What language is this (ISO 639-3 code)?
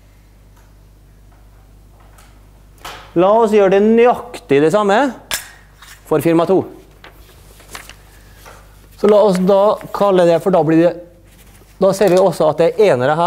nor